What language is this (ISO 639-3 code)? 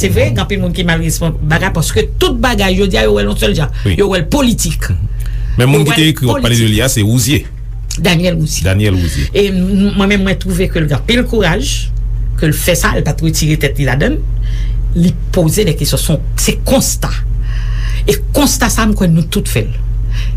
hat